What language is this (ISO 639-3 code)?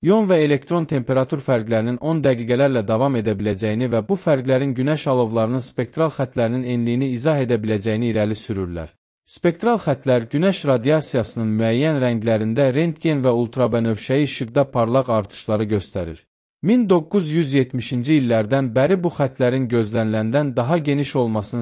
aze